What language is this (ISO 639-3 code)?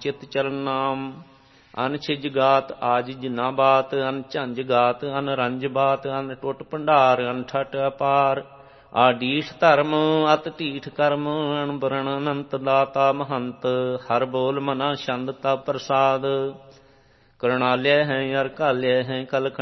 pan